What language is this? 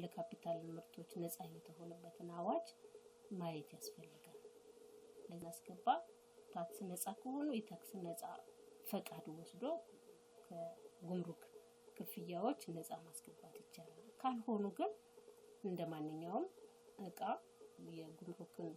Amharic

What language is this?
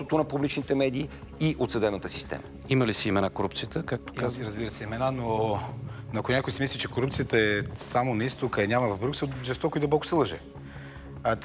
Bulgarian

